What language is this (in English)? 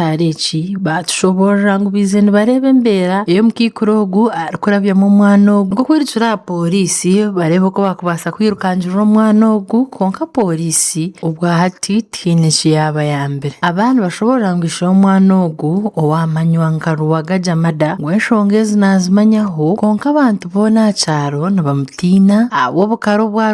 Nyankole